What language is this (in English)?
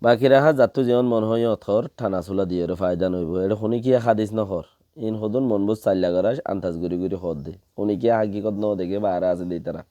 Rohingya